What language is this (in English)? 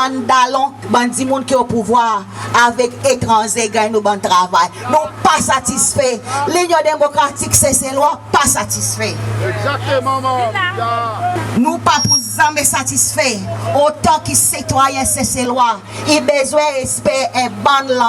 Seselwa Creole French